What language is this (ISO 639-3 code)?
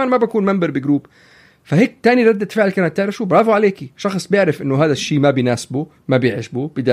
apc